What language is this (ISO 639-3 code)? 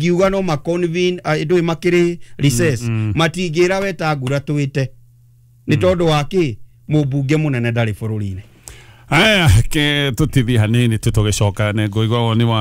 kik